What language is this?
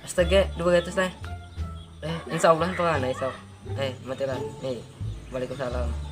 Banjar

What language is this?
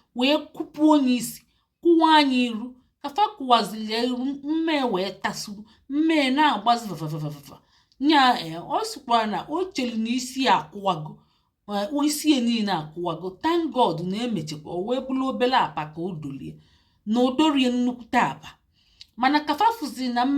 Igbo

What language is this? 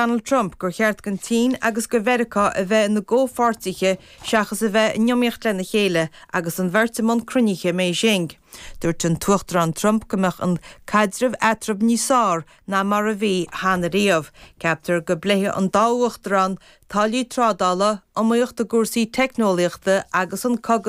Irish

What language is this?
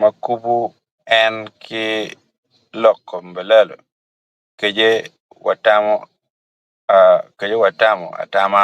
Acoli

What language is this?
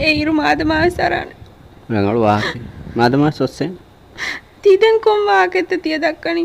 Divehi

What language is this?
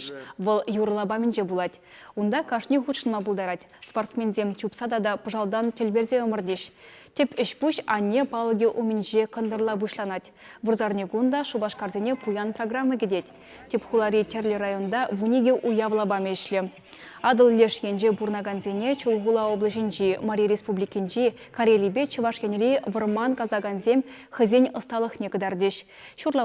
Chuvash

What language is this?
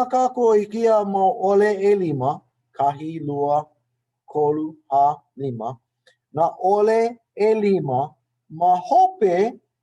Hawaiian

